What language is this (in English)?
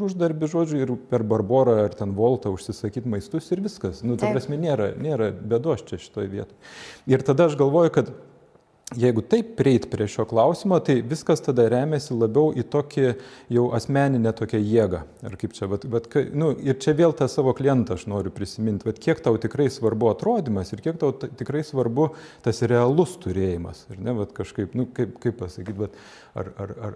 Lithuanian